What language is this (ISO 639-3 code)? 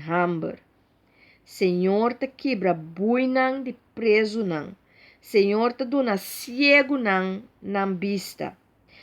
pap